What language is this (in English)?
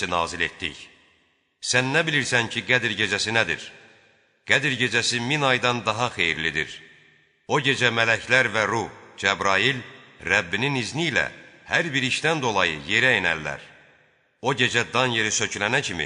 Azerbaijani